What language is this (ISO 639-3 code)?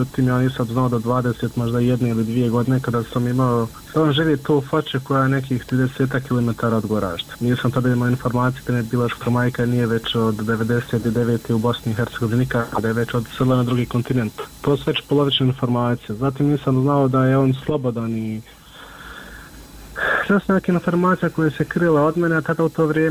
bos